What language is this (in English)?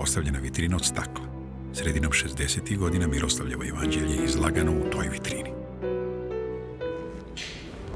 Serbian